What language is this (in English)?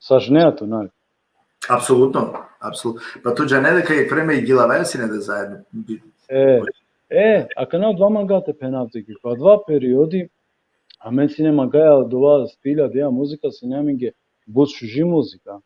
Balkan Romani